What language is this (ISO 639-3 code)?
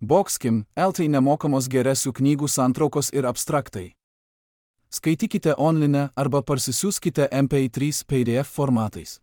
lit